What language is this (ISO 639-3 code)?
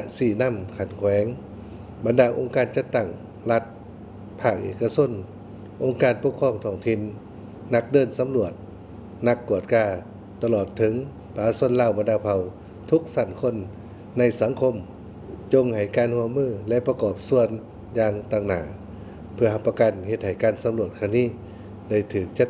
lao